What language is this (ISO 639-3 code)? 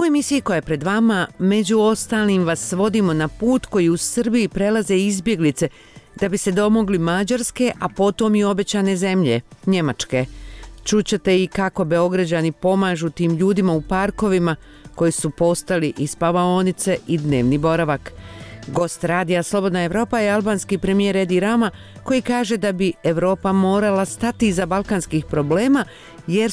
bos